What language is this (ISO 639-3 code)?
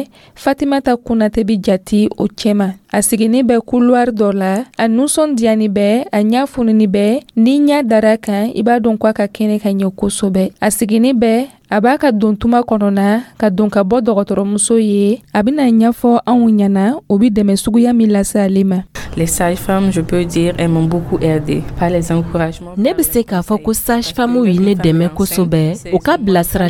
dyu